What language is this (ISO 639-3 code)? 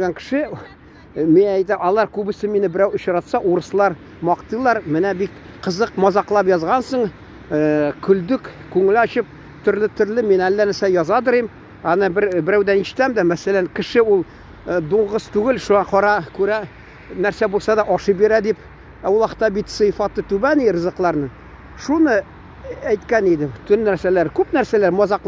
tat